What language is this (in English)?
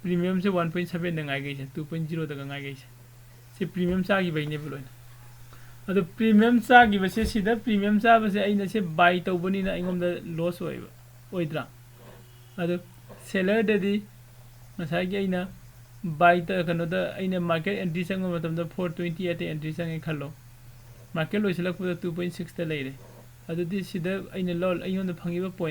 Manipuri